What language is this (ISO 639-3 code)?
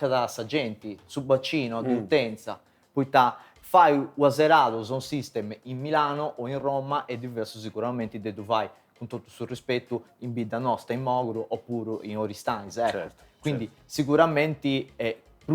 srd